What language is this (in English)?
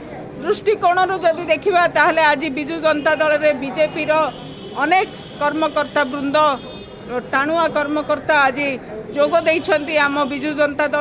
Odia